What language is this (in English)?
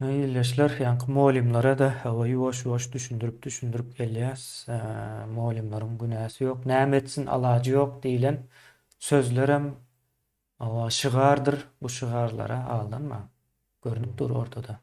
Turkmen